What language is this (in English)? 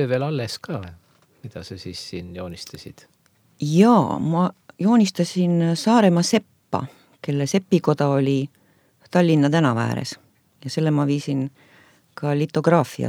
Estonian